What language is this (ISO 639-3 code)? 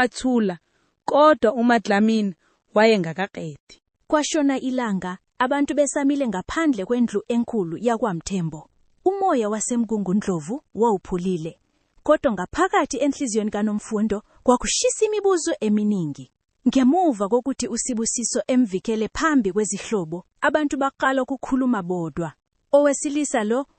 zul